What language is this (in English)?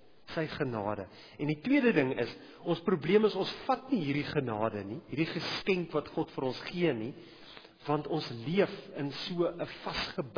Afrikaans